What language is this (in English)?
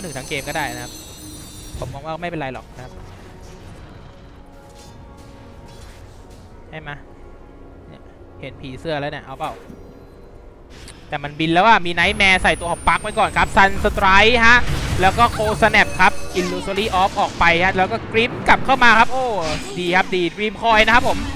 Thai